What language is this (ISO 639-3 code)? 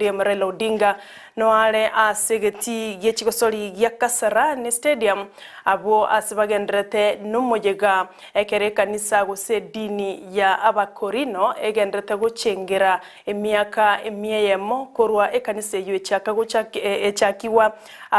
guz